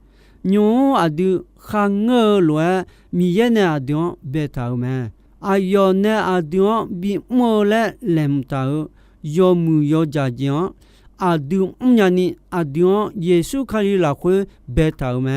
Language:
Akha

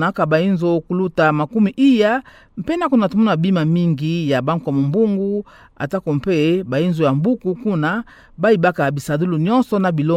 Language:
Kituba (Democratic Republic of Congo)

